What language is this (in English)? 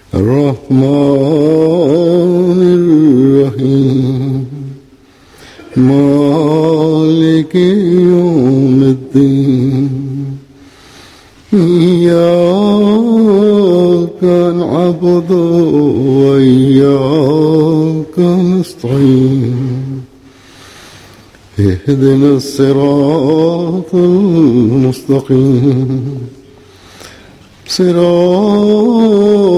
Urdu